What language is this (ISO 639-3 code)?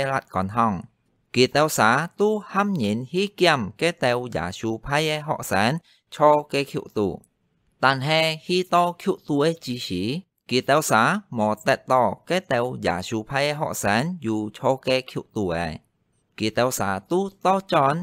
hak